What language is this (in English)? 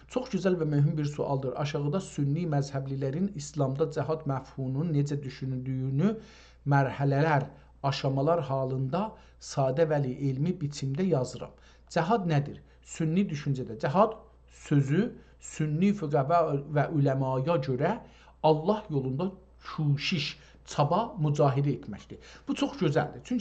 South Azerbaijani